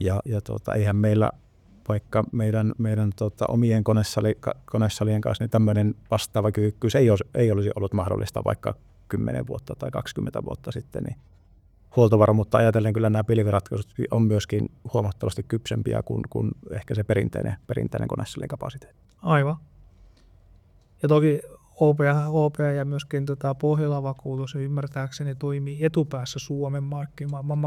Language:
Finnish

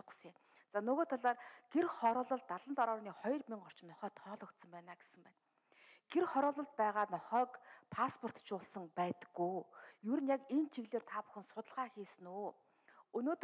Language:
Mongolian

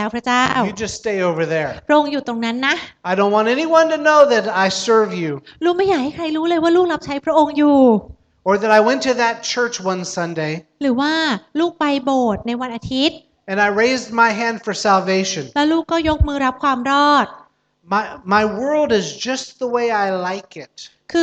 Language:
Thai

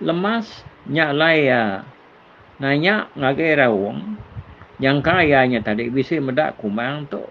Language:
Iban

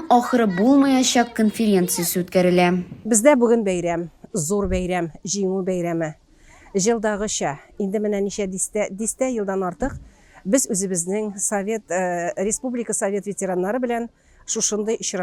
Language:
Tatar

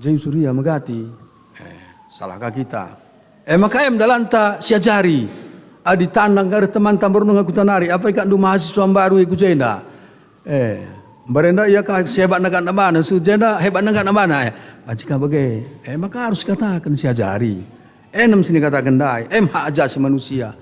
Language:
Batak Karo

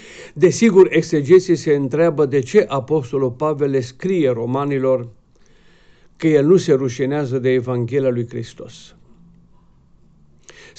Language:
Romanian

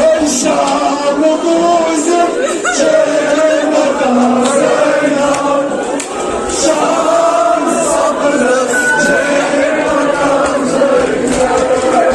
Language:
Kashmiri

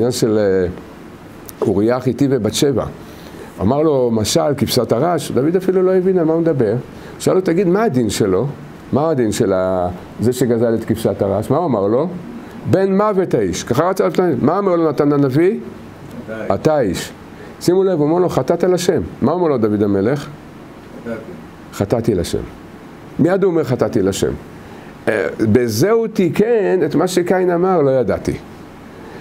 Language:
Hebrew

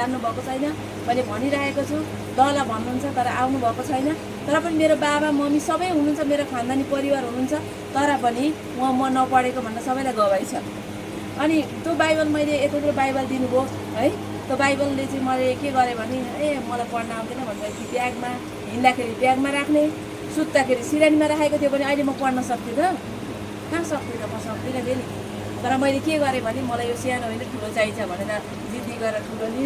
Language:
Nepali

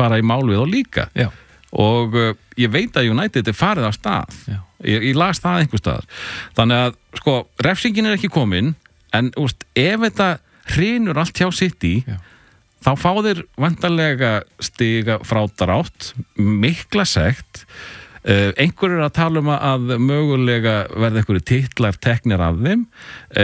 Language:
Icelandic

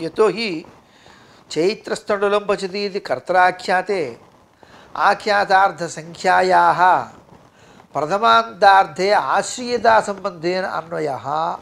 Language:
Sanskrit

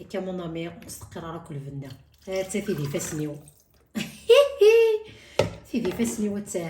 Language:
Kabyle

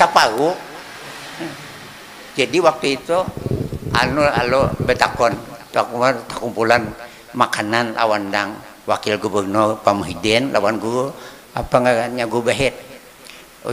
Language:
Banjar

